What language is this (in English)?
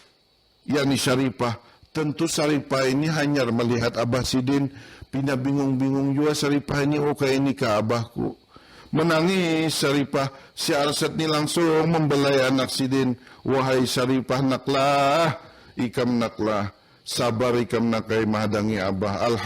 Banjar